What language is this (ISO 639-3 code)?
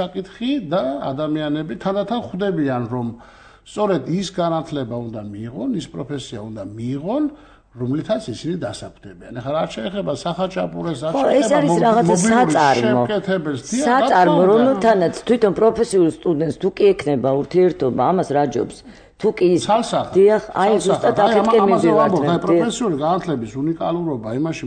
kat